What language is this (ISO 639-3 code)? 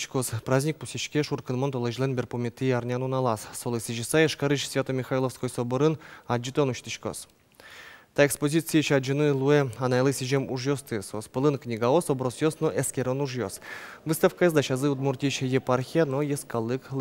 udm